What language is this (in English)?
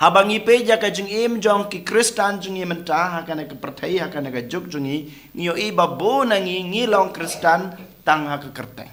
Khasi